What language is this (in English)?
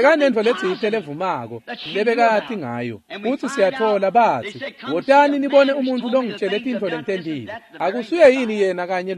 Swati